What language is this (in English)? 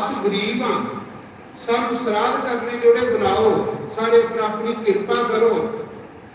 Dogri